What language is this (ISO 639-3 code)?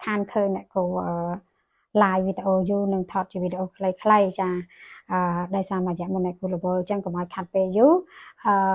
khm